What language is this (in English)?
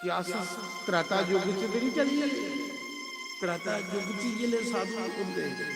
Dogri